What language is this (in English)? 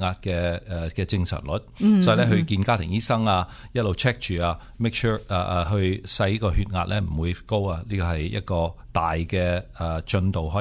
Cantonese